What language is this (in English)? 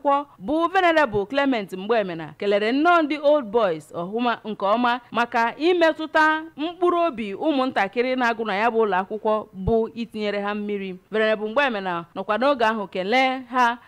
Igbo